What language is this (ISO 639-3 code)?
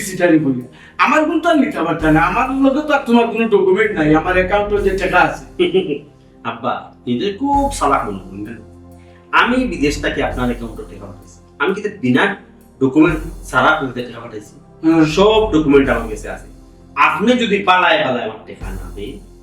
syl